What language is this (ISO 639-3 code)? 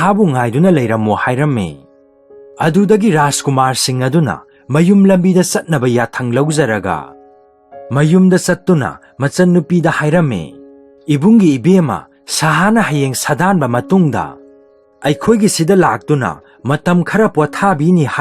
mni